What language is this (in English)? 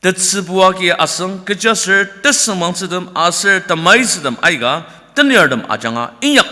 Ao Naga